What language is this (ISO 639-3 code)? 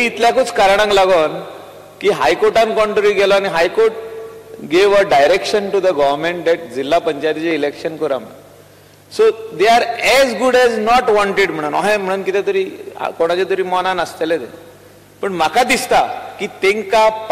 kok